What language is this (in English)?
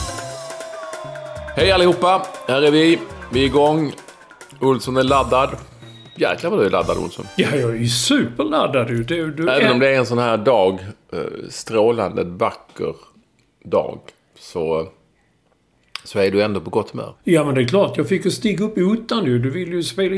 Swedish